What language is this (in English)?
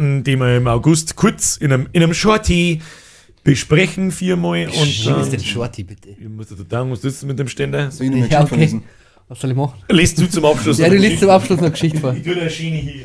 Bavarian